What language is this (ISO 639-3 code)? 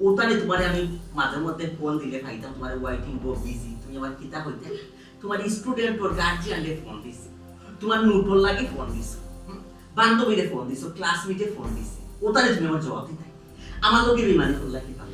syl